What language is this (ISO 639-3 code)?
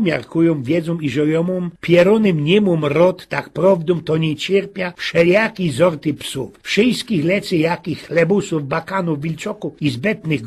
szl